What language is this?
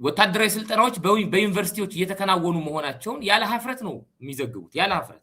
Amharic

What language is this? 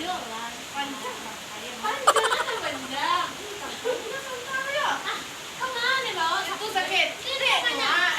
Minangkabau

